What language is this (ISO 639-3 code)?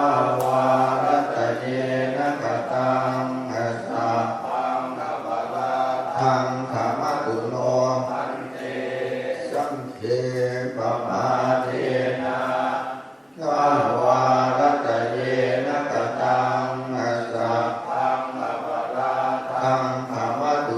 pli